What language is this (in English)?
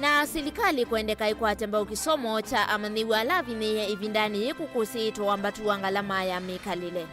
Kamba